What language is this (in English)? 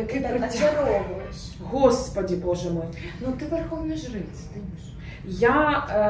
Ukrainian